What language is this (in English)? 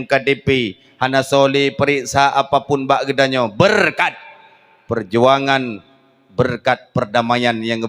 Achinese